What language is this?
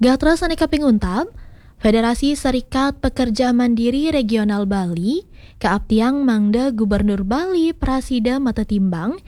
Balinese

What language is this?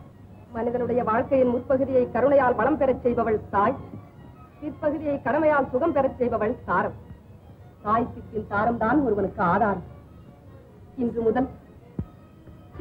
Tamil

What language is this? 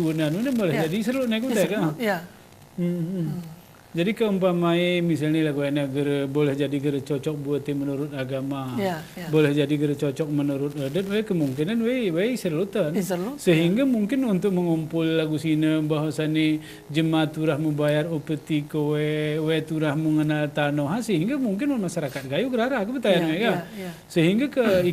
Gayo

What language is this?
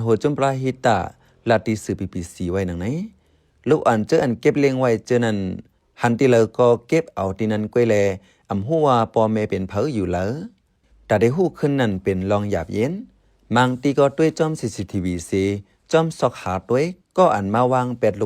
Shan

